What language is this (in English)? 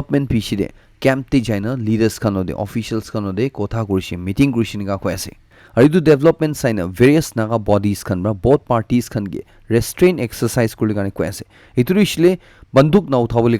Naga Pidgin